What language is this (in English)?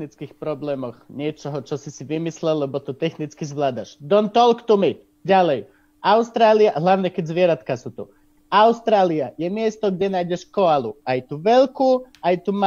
Slovak